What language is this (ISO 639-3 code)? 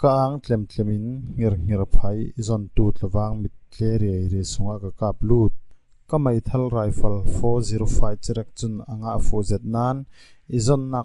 cfm